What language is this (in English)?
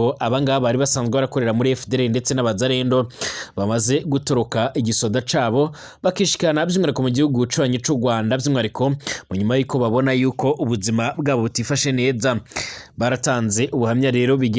Rundi